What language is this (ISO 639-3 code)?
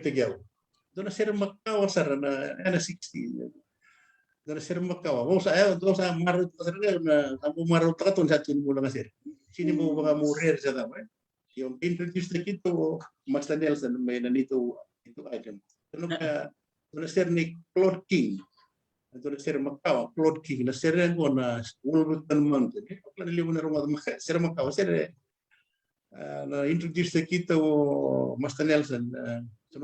fij